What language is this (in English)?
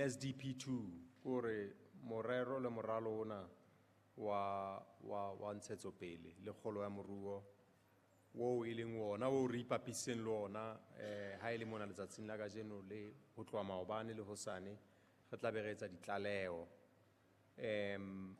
Southern Sotho